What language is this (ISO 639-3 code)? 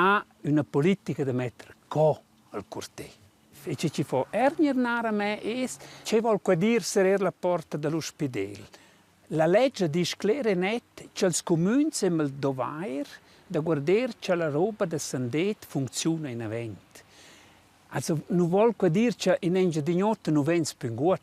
roh